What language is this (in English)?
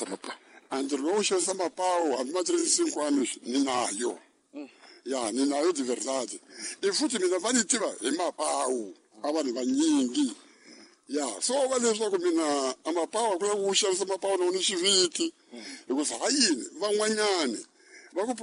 Tsonga